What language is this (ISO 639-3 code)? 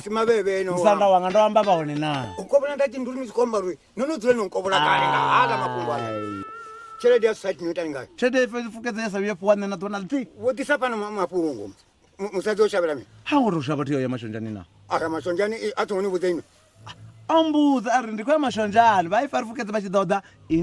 ven